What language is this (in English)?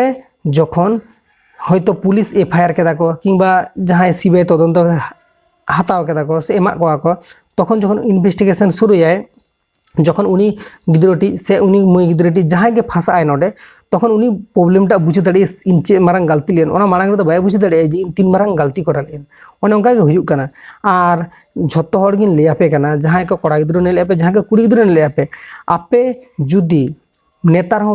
Santali